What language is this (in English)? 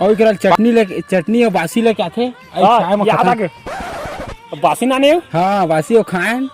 Chhattisgarhi